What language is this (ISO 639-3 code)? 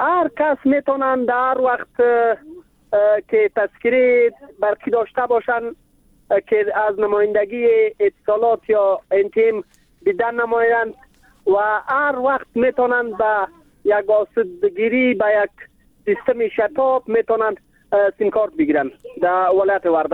fas